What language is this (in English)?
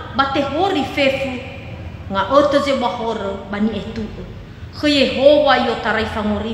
Nias